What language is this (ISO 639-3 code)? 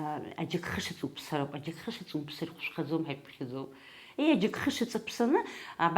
abk